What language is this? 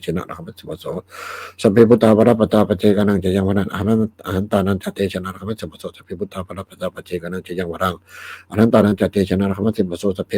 Pali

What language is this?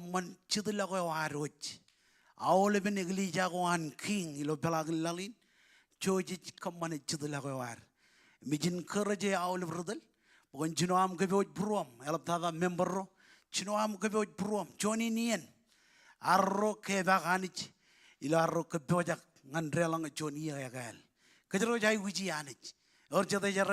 Marshallese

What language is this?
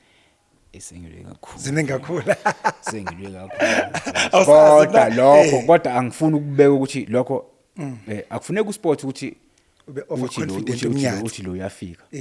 Zulu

